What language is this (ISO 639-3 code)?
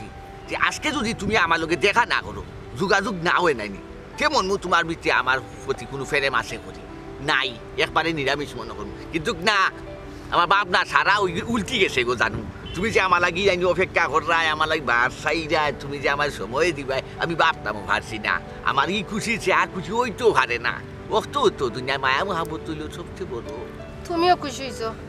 syl